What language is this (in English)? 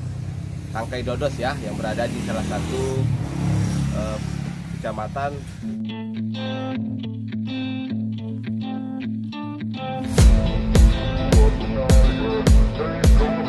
Indonesian